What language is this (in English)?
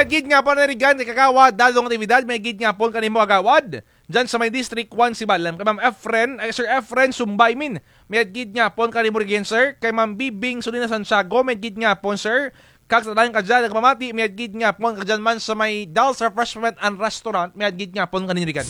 Kinaray-a